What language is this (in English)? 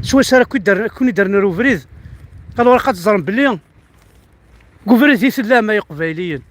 Kabyle